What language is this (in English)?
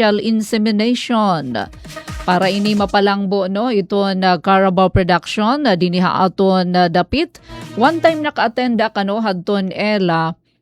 Waray